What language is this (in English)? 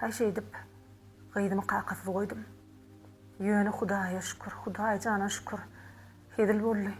Turkmen